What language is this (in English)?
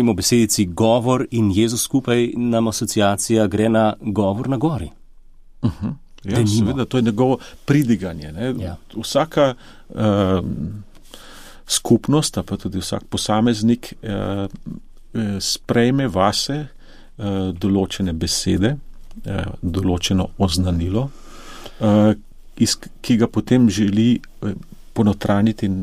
Slovenian